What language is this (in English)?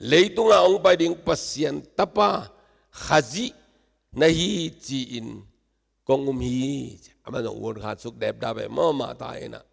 Tedim Chin